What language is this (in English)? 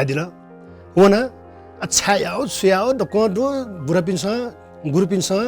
Newari